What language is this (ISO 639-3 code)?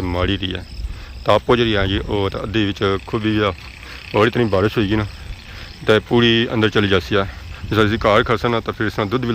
phr